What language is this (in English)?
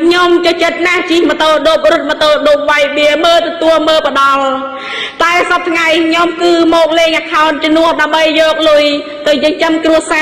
Khmer